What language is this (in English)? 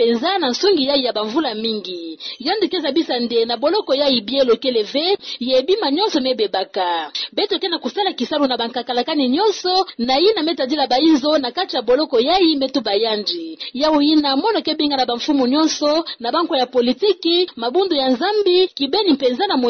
Kituba (Democratic Republic of Congo)